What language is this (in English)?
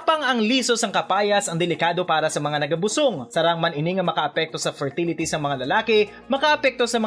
Hiligaynon